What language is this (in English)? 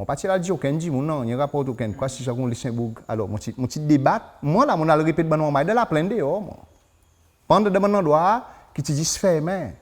Seselwa Creole French